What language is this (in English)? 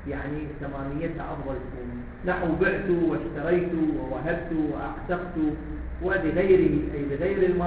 Arabic